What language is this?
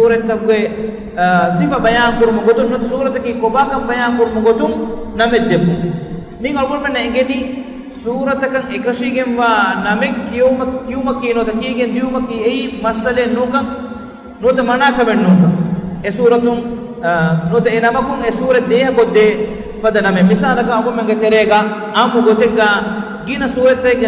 Divehi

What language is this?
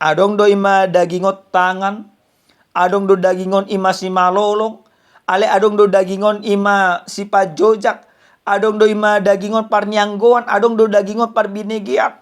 Batak Toba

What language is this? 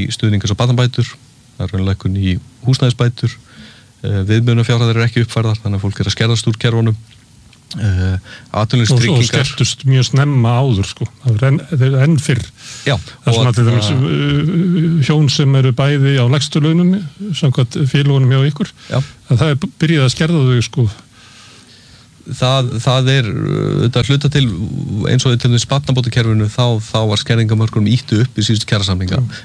Icelandic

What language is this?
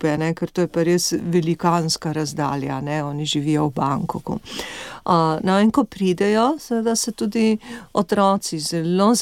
Slovenian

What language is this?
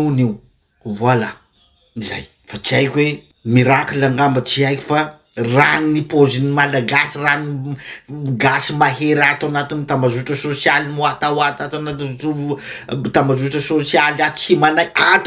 Malagasy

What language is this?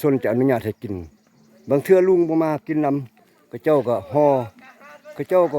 Lao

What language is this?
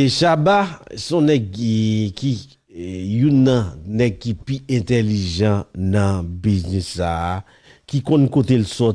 Haitian Creole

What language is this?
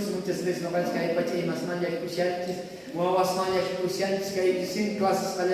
South Bolivian Quechua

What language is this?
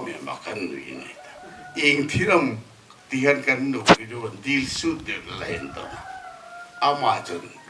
Hmar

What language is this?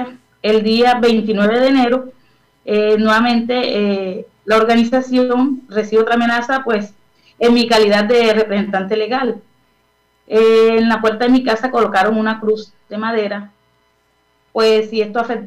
Spanish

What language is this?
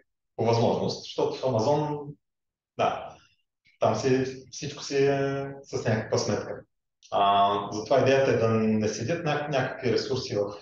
Bulgarian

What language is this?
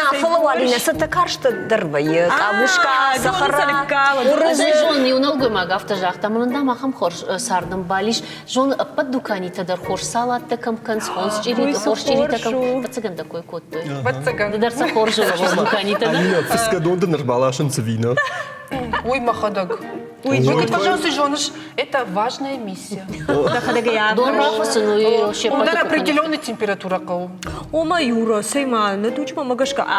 Ossetic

